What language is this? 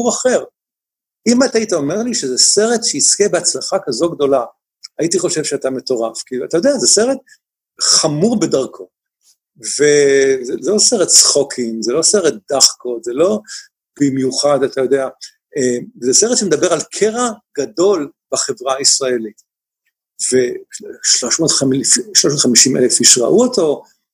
Hebrew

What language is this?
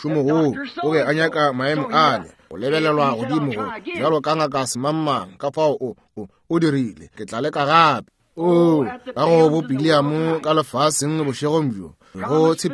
Northern Sotho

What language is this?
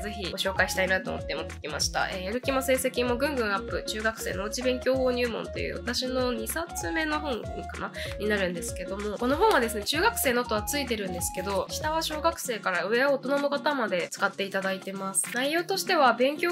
Japanese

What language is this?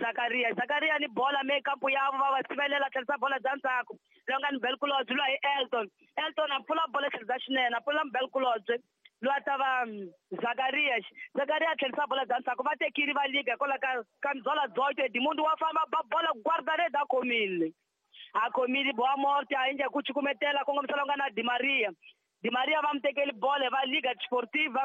Tsonga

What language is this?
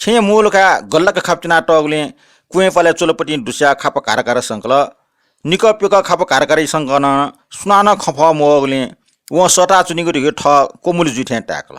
Newari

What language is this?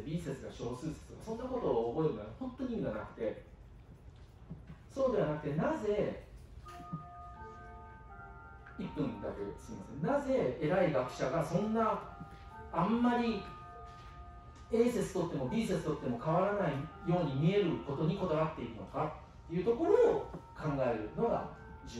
Japanese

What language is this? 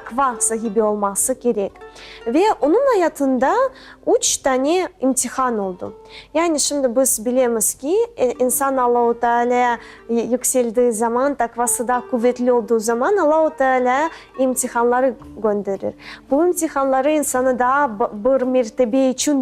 Crimean Tatar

